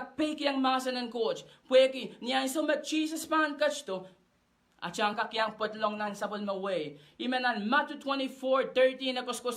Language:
Pohnpeian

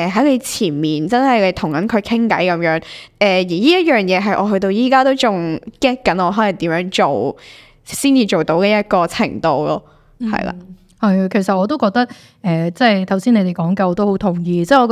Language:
Cantonese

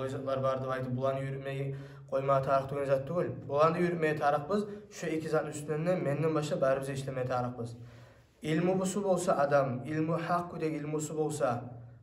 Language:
Kumyk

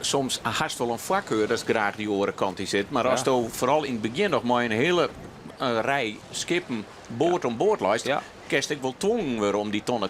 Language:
Western Frisian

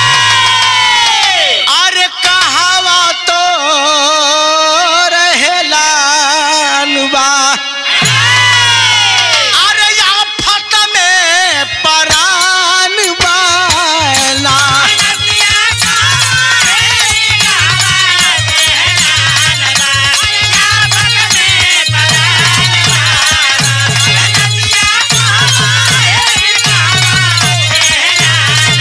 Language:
Bhojpuri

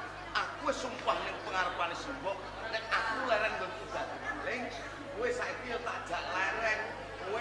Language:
Javanese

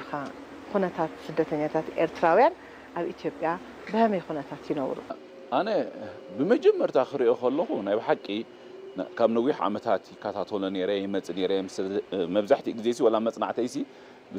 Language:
Tigrinya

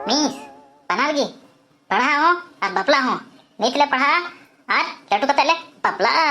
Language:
Santali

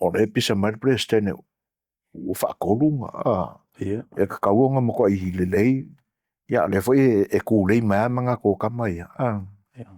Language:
Samoan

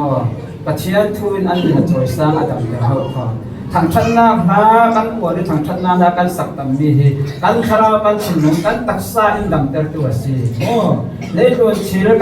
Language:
Falam Chin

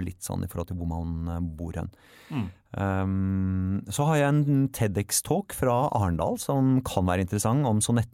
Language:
Norwegian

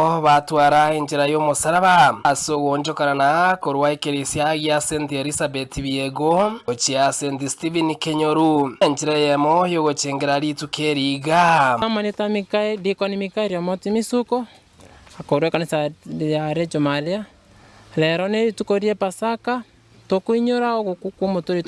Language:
Gusii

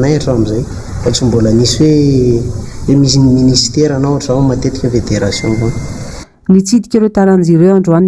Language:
Malagasy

